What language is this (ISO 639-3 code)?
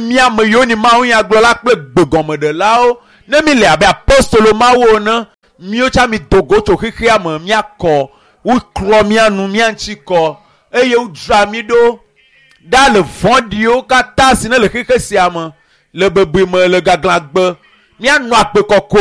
ewe